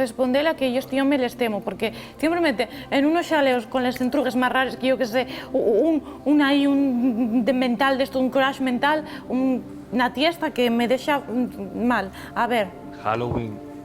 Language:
Asturian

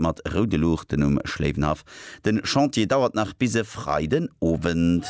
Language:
Luxembourgish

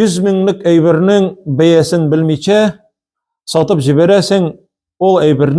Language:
Tatar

